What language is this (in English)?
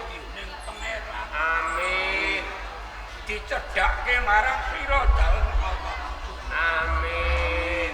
Javanese